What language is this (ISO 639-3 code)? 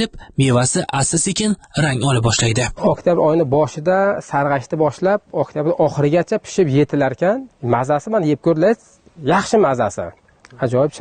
uzb